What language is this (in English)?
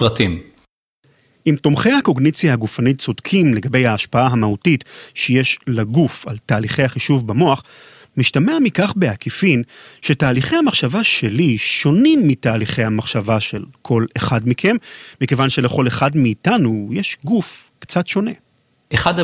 Hebrew